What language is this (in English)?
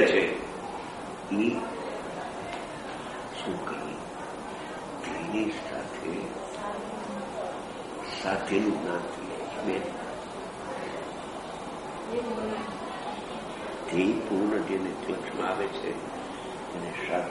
Gujarati